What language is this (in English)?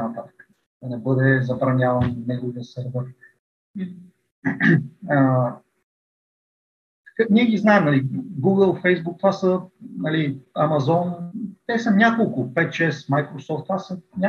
Bulgarian